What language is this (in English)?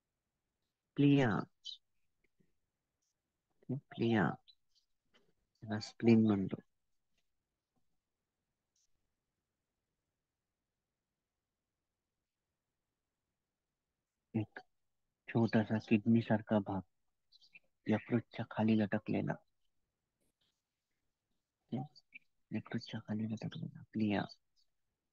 Marathi